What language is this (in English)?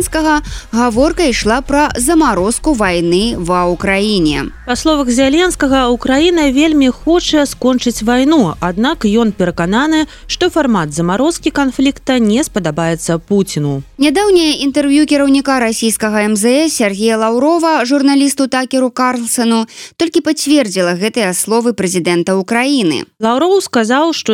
Belarusian